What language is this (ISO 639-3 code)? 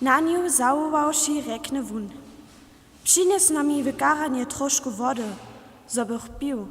hsb